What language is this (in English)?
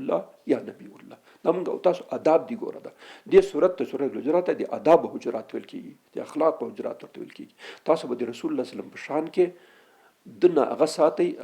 Pashto